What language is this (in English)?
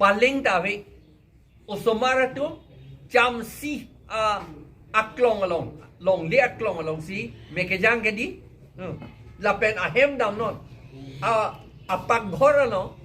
Karbi